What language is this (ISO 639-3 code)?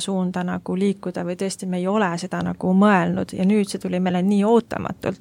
est